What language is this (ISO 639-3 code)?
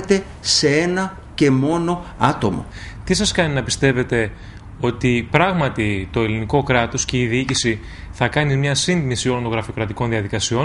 ell